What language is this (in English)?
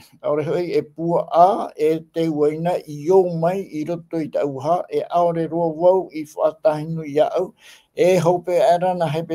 Tahitian